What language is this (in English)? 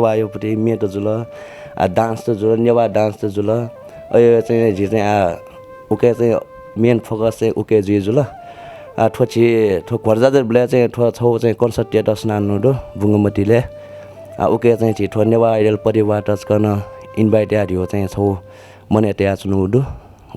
Newari